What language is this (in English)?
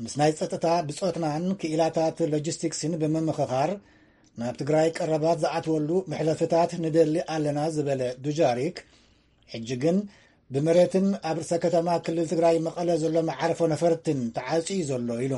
Tigrinya